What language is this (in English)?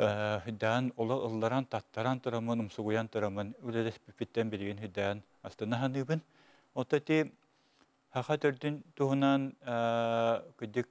Yakut